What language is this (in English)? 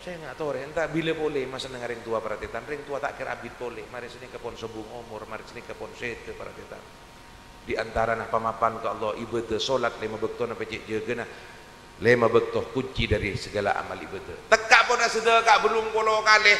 Madurese